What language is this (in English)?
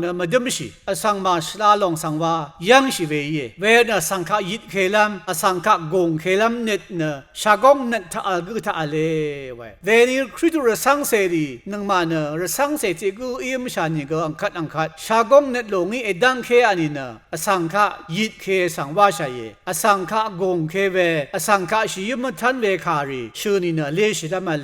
Rawang